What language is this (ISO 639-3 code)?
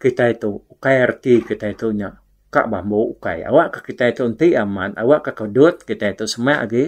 iba